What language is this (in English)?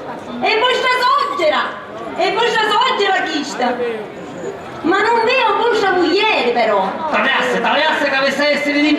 Sicilian